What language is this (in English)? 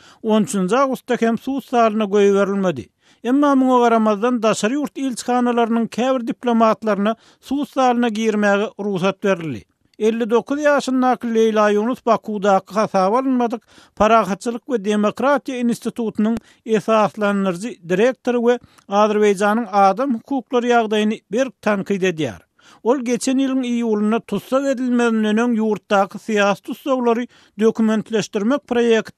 Turkmen